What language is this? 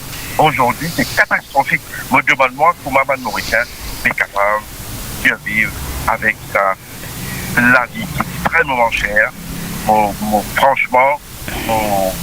Morisyen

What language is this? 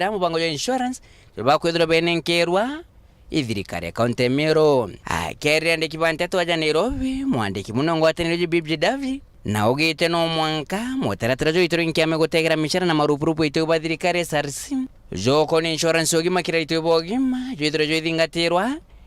Meru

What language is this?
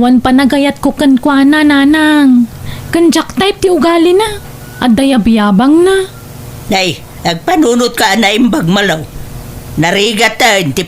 Iloko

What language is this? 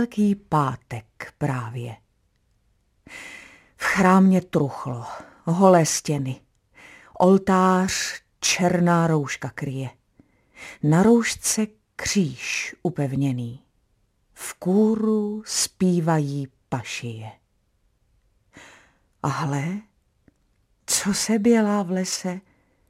Czech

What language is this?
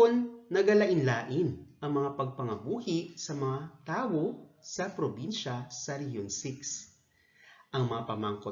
Hiligaynon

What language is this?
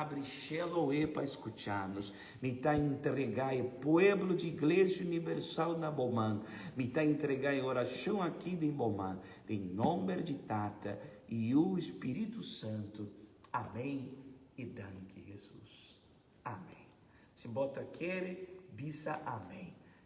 Papiamento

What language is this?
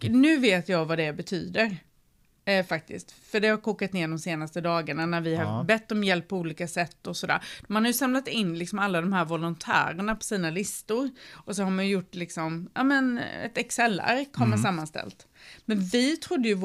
Swedish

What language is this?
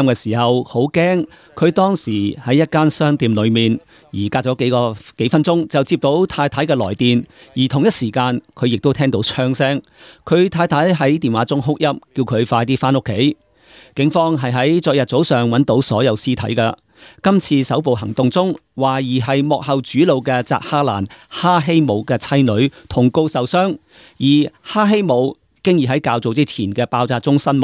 Cantonese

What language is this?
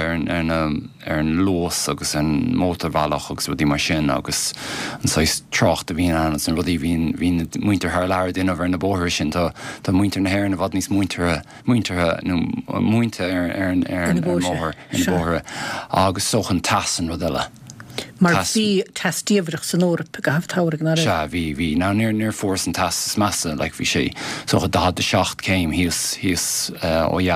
Irish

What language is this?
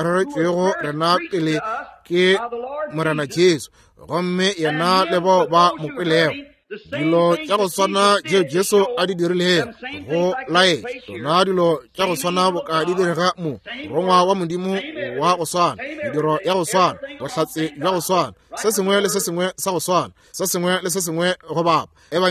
Northern Sotho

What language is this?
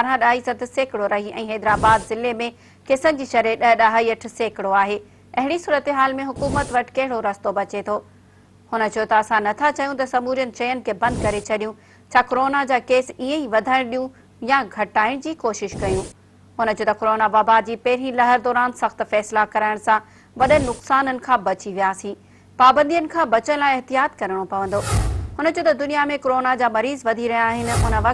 Sindhi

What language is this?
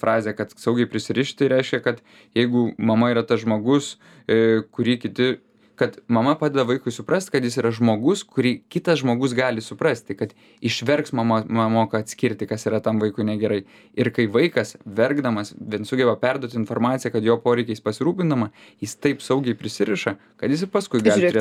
Lithuanian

